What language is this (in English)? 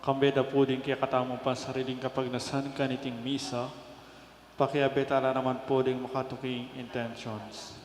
Pampanga